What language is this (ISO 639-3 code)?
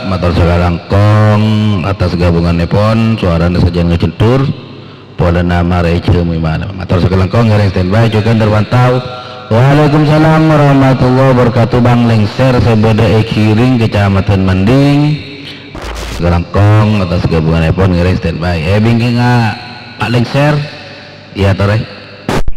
mad